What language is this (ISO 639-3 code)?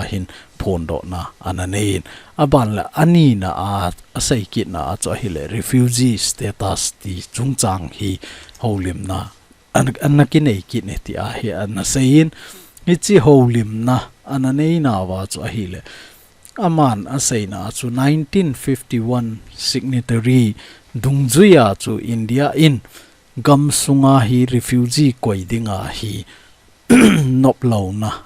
tcz